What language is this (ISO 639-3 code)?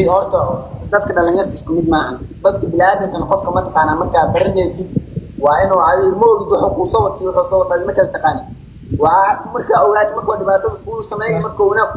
som